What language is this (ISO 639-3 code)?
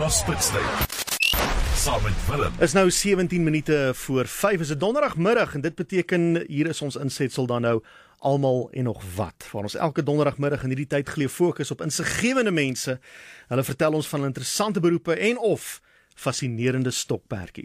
afr